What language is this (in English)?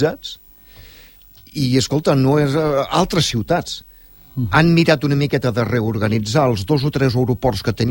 Catalan